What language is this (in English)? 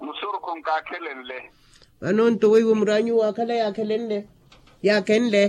Makhuwa